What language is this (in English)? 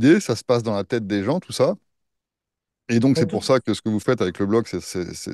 French